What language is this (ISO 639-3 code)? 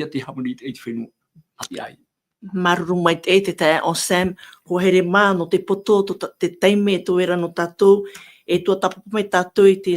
tah